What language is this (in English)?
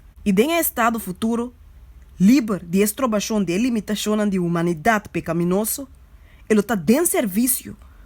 Papiamento